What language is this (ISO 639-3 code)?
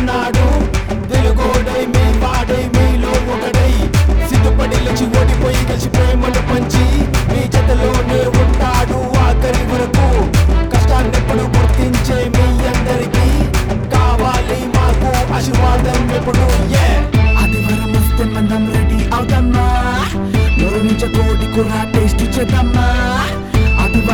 tel